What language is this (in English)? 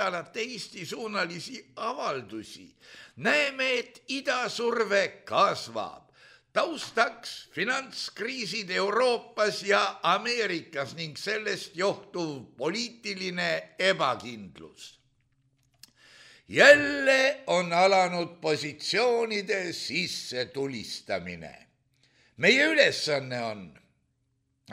Estonian